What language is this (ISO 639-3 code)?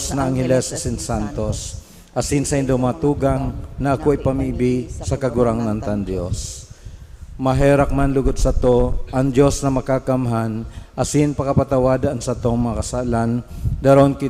bik